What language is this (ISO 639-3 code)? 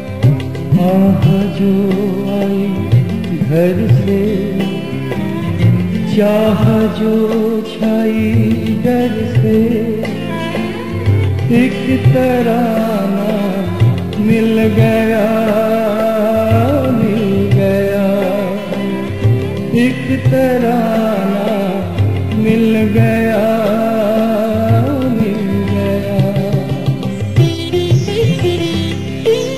hin